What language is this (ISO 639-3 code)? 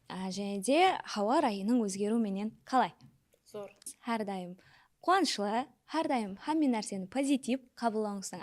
kaa